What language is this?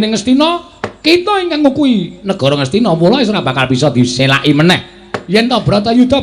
Javanese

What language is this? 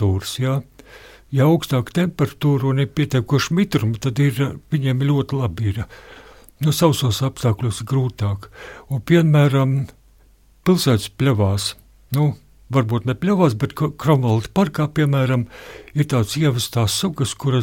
Latvian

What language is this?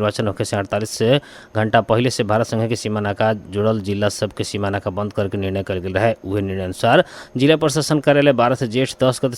Bhojpuri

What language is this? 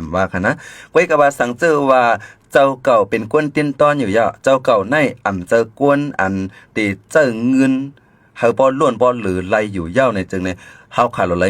Shan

